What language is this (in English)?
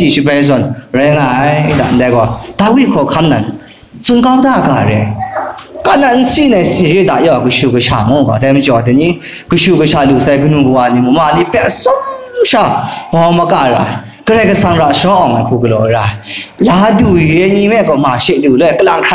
Kachin